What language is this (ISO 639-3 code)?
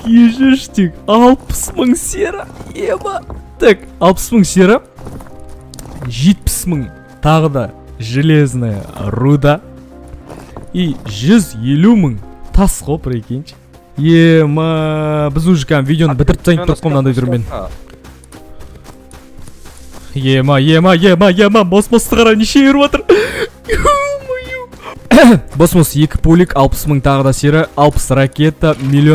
kaz